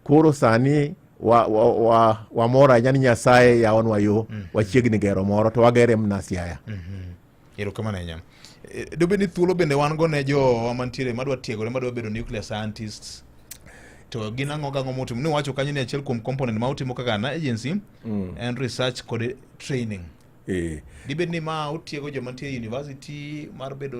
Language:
Luo (Kenya and Tanzania)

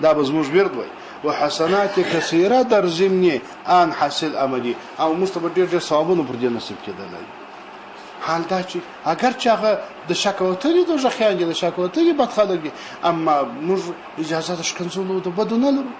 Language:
Pashto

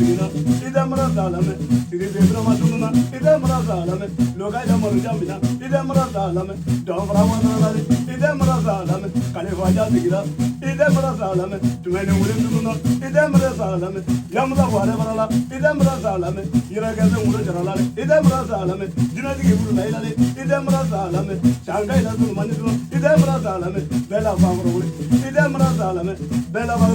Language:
Bambara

